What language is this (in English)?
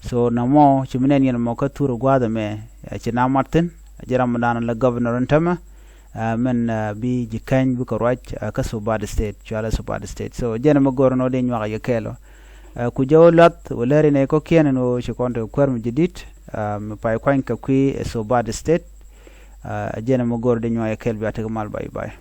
Nuer